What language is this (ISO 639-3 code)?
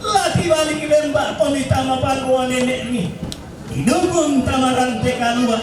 sda